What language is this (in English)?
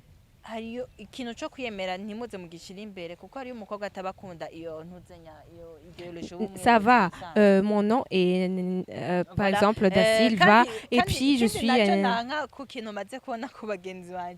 Rundi